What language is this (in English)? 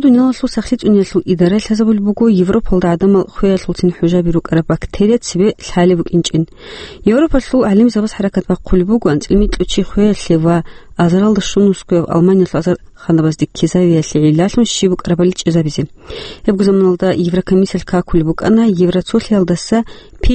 Avaric